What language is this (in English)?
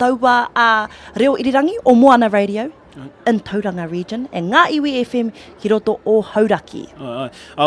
Māori